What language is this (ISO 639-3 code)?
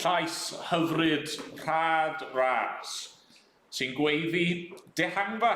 cym